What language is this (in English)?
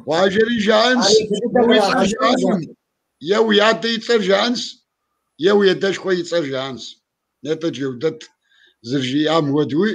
Kabardian